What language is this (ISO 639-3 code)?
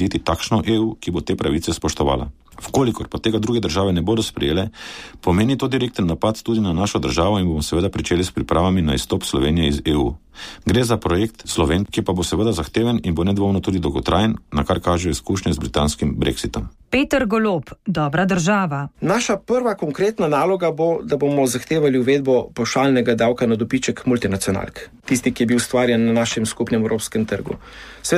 slv